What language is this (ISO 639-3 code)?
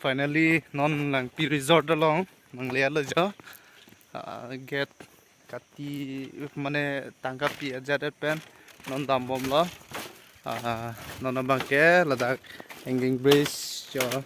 mjw